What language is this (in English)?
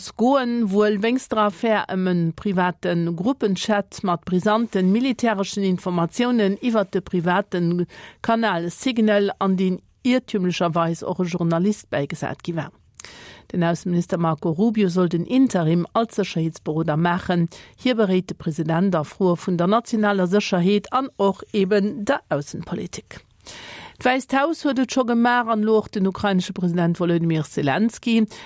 Luxembourgish